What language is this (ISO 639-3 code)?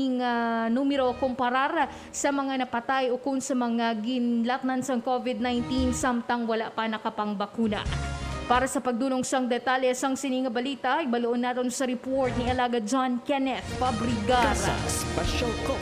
hil